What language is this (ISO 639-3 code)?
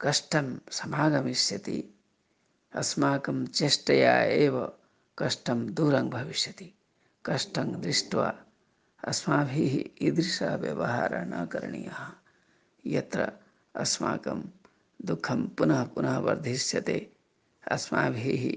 san